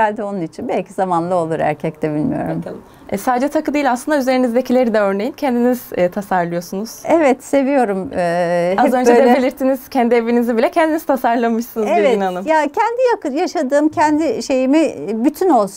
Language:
Turkish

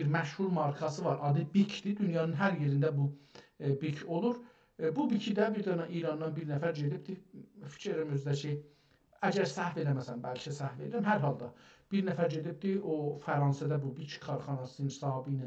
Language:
South Azerbaijani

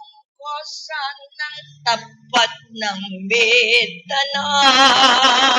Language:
Pampanga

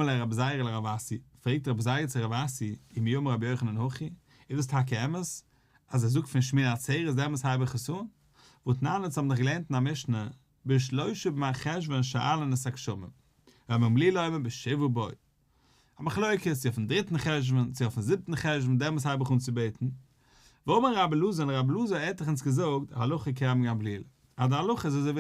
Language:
Yiddish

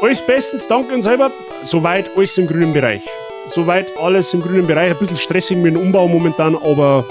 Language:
Bavarian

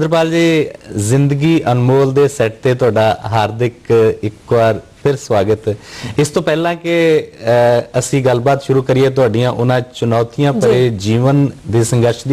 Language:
Punjabi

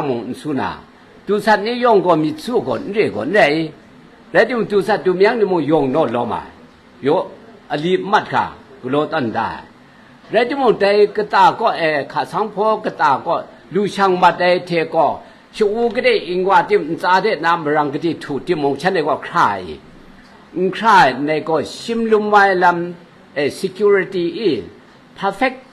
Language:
Kachin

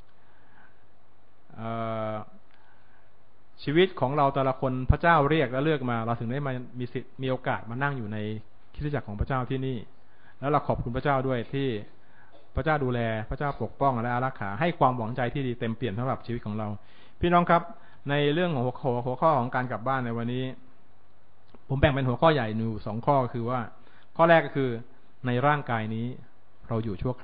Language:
Thai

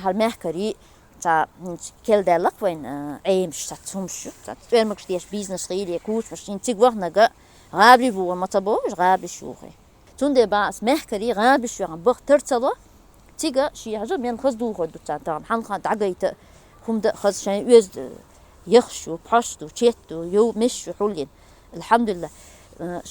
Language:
Chechen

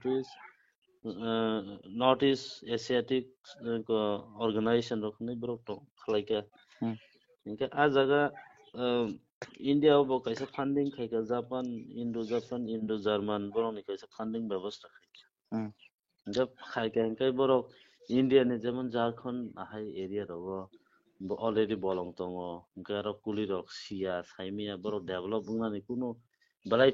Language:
Kok Borok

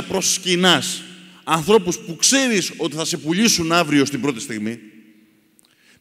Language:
Greek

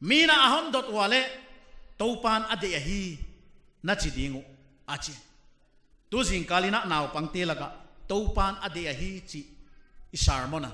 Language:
Paite Chin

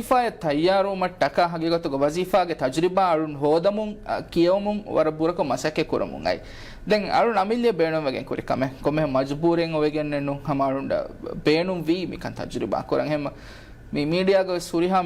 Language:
Divehi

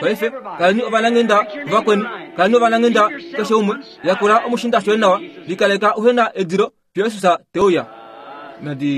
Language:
Kuanyama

